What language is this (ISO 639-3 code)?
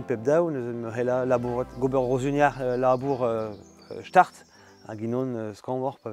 bre